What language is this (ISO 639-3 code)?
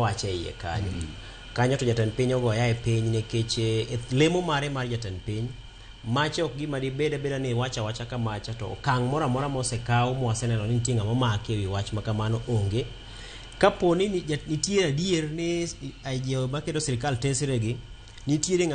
luo